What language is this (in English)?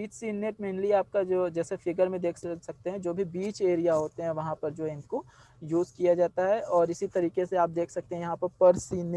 Hindi